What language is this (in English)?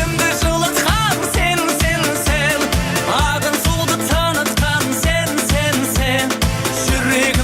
Kara-Kalpak